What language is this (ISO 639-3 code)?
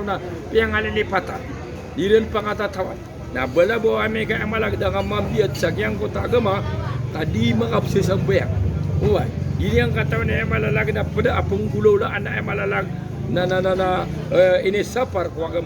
mrw